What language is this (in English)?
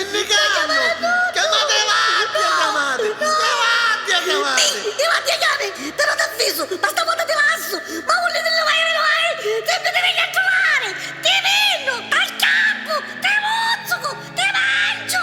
Neapolitan